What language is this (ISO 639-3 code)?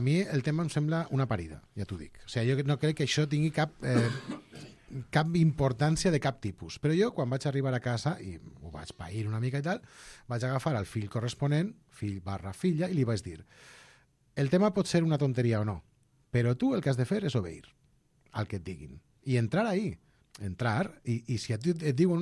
cat